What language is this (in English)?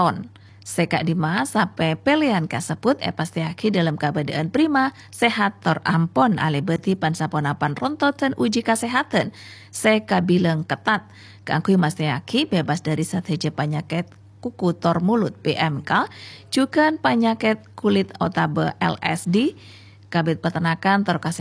Madurese